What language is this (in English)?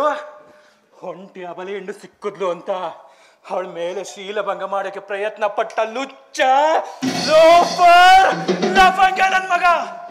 Kannada